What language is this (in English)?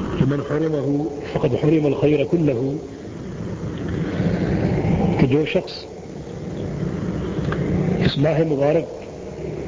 Urdu